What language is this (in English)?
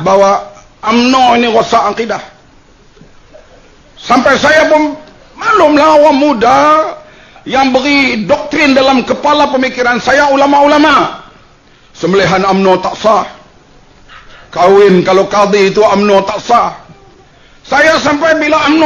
Malay